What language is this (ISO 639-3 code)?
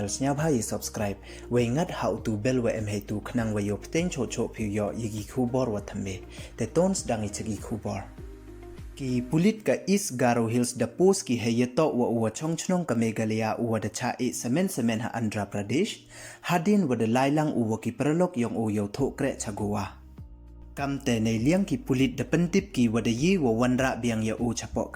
pbv